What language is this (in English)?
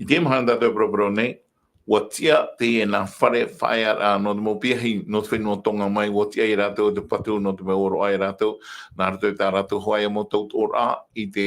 Tahitian